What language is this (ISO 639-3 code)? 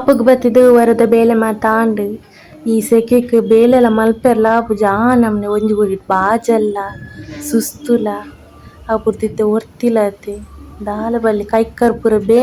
tcy